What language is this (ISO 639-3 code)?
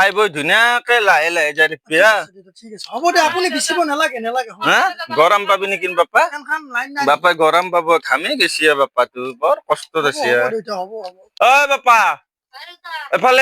asm